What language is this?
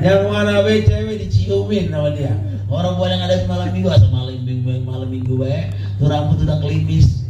Betawi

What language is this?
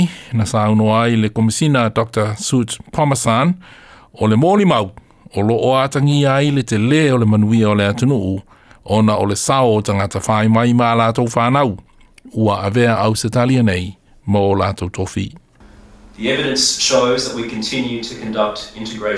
Samoan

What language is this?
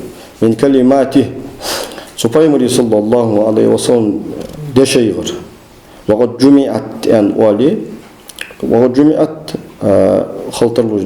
Ingush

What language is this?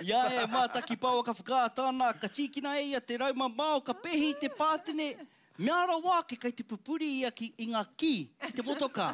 Māori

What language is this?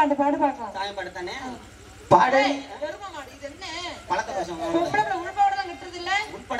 Tamil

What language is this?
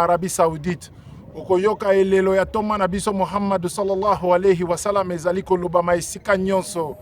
Lingala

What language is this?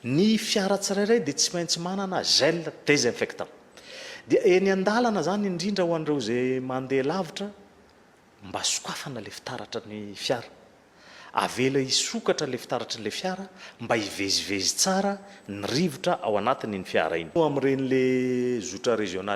Malagasy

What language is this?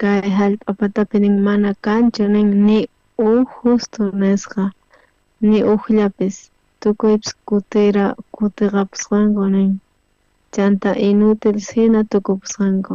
South Bolivian Quechua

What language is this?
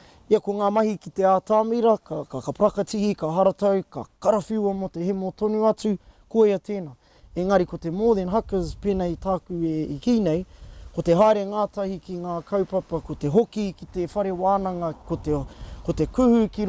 Māori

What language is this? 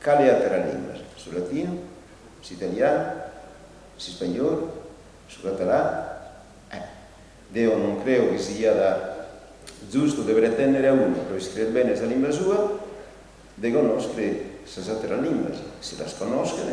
Sardinian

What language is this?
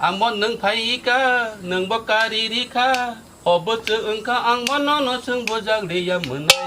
Kok Borok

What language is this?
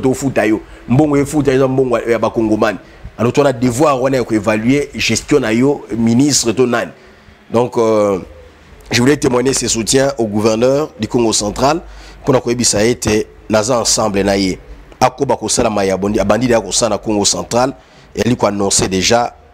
Lingala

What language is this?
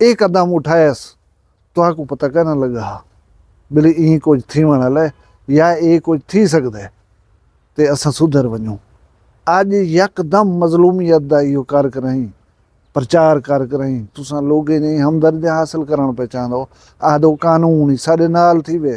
Saraiki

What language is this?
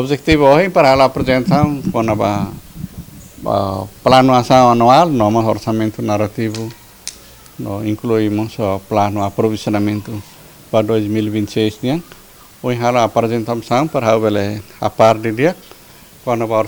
Tetum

